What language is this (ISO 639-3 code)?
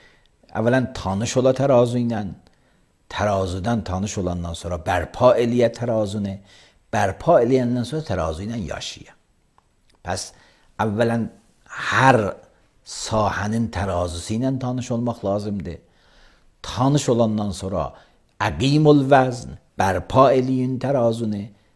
aze